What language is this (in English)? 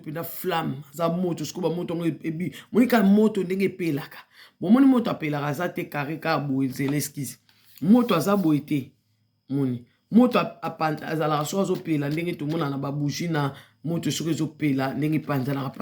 Lingala